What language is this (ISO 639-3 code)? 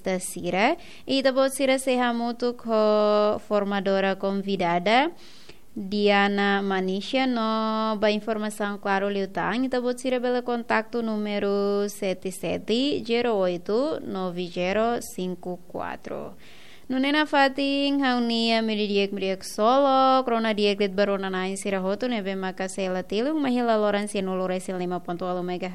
tet